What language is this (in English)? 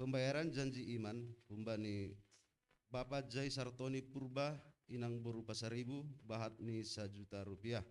Batak Simalungun